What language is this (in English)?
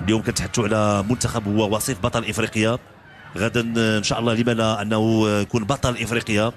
Moroccan Arabic